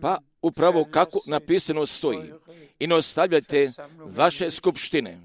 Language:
Croatian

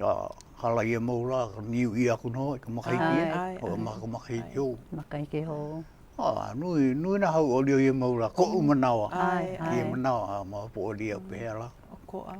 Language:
Hawaiian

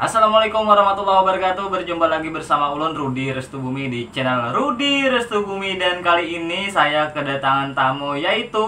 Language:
Banjar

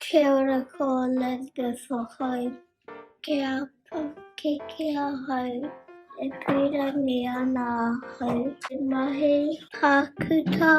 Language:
Māori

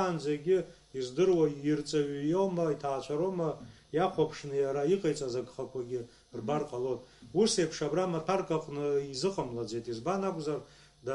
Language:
Abkhazian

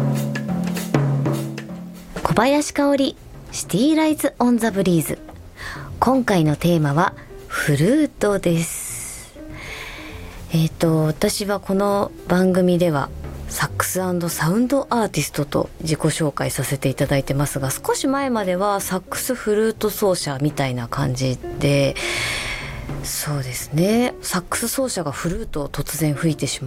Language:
Japanese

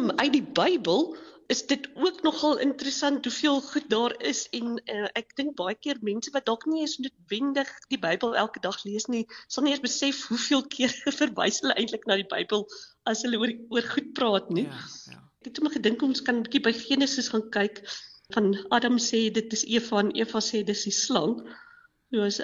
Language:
Afrikaans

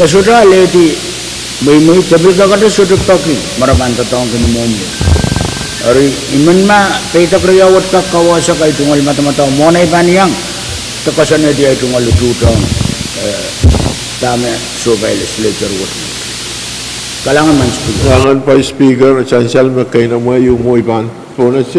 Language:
Pohnpeian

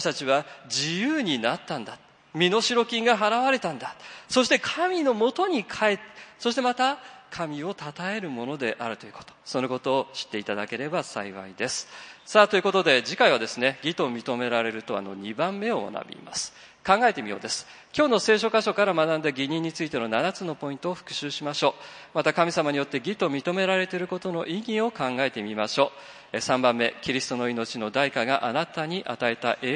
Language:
Japanese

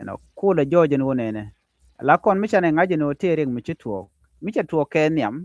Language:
Nuer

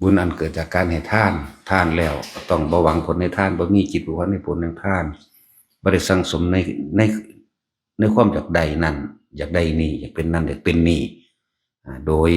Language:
Northeastern Thai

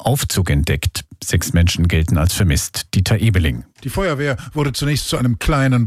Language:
German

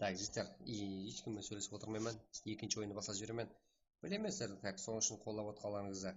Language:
Kara-Kalpak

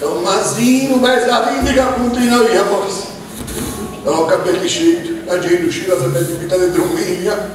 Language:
Sardinian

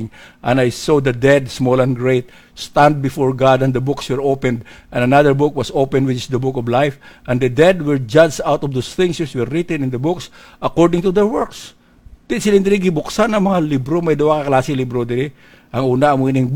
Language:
Hiligaynon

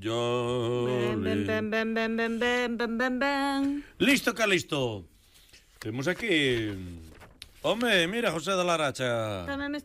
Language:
Galician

